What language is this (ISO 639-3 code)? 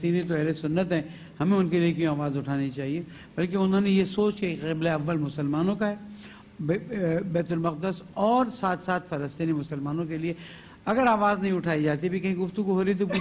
urd